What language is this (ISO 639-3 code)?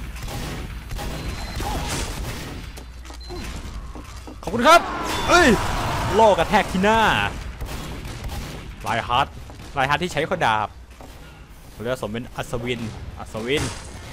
tha